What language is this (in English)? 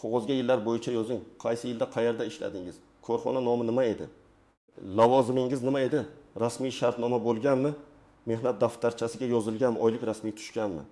Uzbek